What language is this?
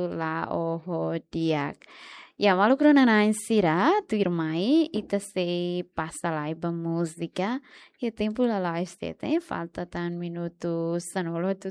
Tetum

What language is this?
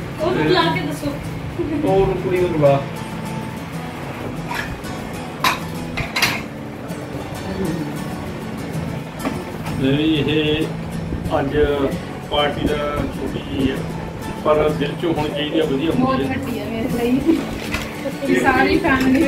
Punjabi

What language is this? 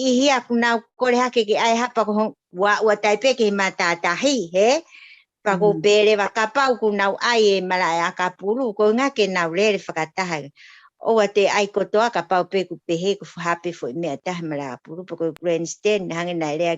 Tongan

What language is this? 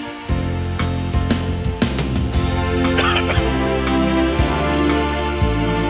Tamil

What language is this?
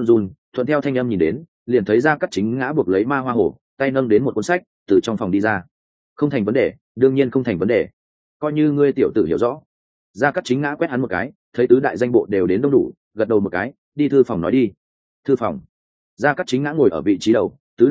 Vietnamese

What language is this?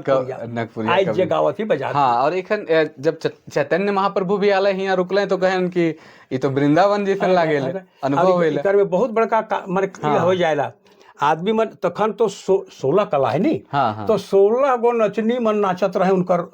Sadri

